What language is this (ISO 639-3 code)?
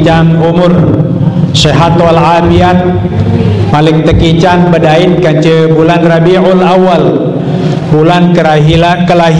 sas